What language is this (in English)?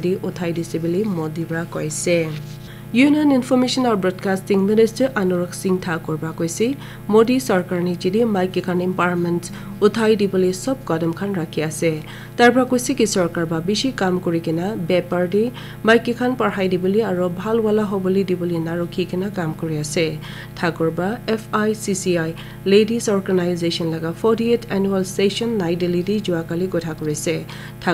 Naga Pidgin